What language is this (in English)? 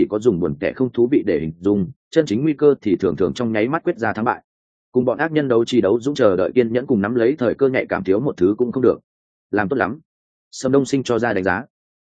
Vietnamese